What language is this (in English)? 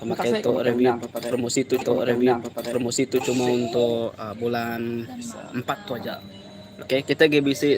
Iban